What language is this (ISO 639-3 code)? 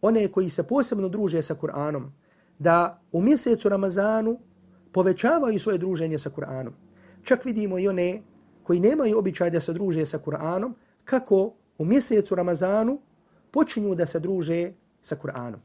bos